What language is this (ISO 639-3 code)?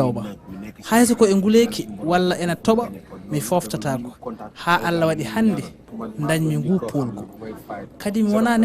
ful